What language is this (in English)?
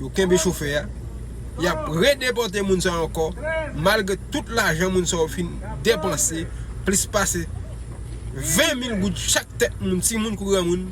Haitian Creole